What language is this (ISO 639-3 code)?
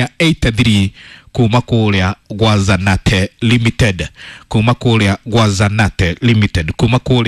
kik